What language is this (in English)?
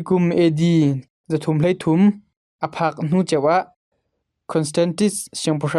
Hakha Chin